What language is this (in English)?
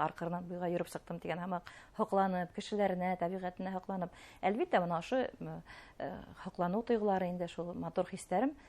Bashkir